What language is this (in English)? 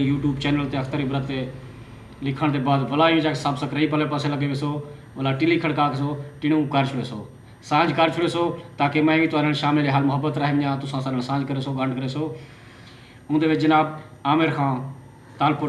Saraiki